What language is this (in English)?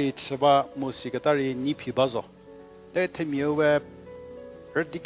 Angami Naga